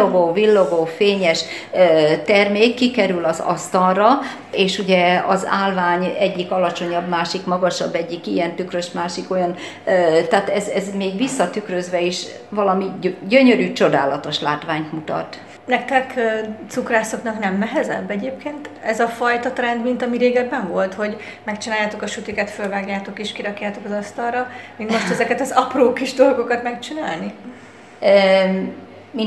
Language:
Hungarian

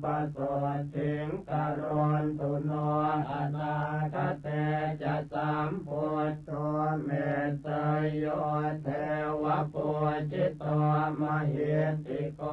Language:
Pali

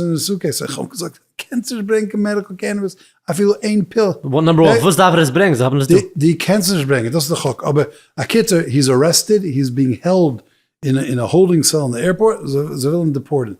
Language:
Yiddish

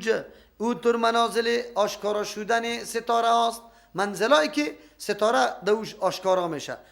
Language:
Persian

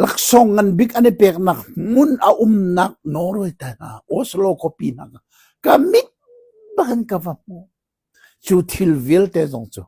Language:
Hakha Chin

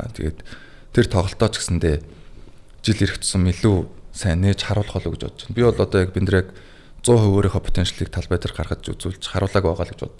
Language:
Mongolian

